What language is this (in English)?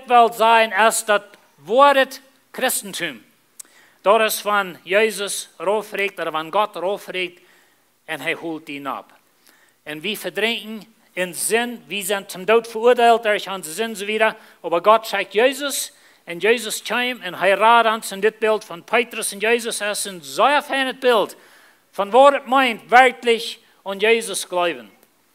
Plautdietsch